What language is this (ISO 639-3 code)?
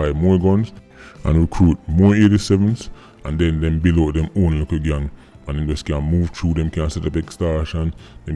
jam